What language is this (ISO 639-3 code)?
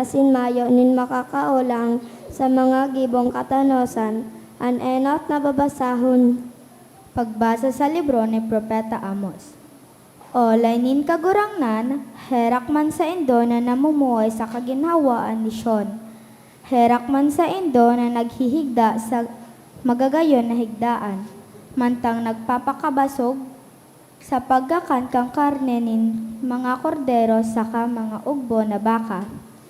bik